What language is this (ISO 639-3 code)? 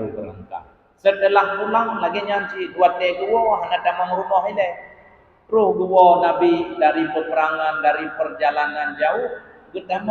ace